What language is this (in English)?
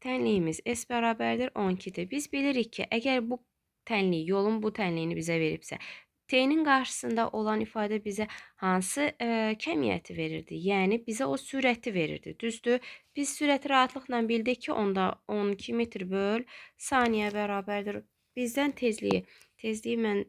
Azerbaijani